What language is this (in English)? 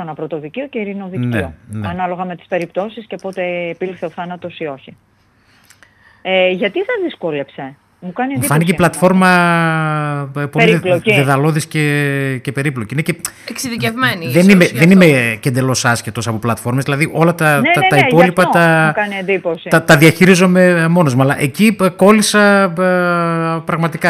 Greek